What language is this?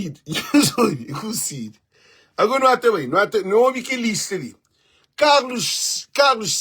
Kabuverdianu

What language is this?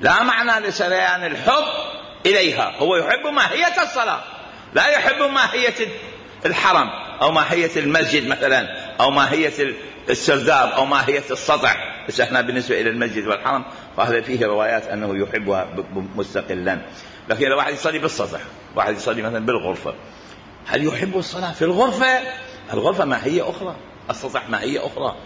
Mesopotamian Arabic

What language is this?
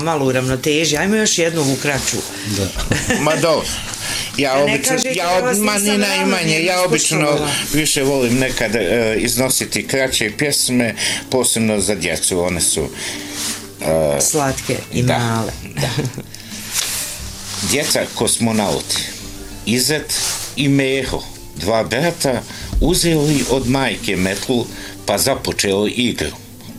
Bosnian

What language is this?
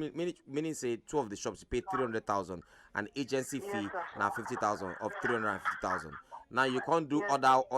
Nigerian Pidgin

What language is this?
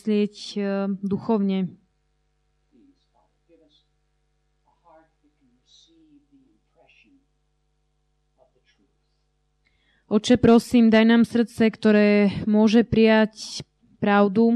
Slovak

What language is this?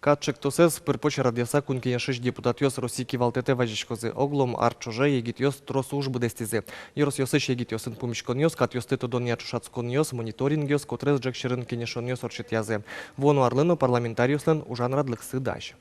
Udmurt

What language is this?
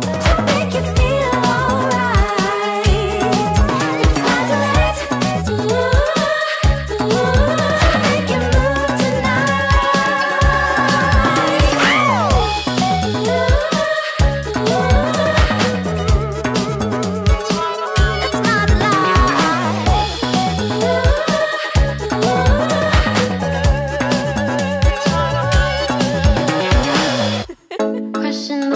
English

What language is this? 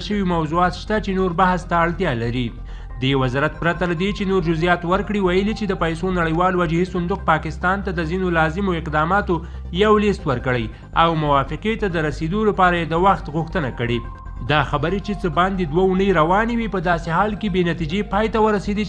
Pashto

